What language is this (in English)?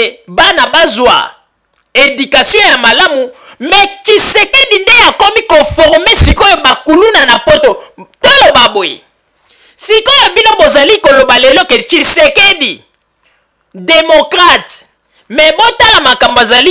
Lingala